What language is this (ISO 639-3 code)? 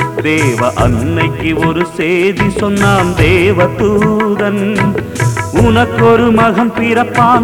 tam